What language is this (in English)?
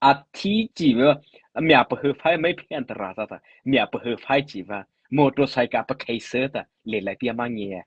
Mara Chin